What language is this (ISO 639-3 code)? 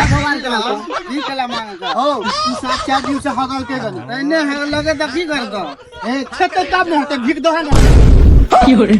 mai